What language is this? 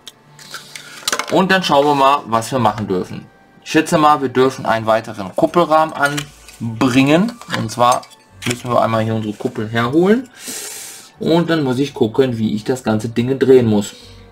German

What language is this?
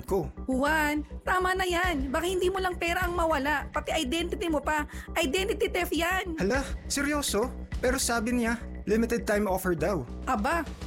Filipino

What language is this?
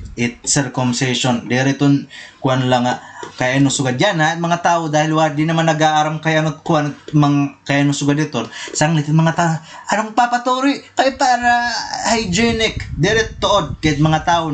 Waray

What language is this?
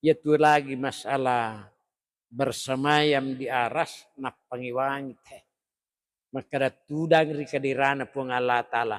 Buginese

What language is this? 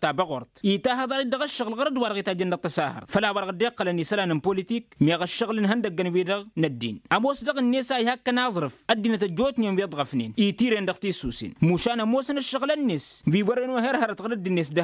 Tamasheq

